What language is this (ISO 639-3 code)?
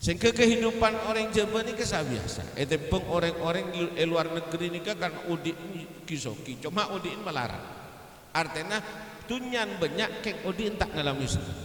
mad